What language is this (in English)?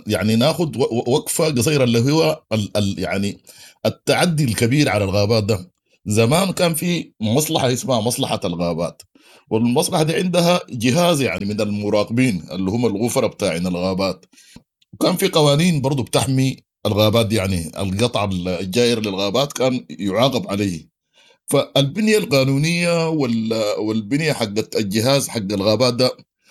Sudanese Arabic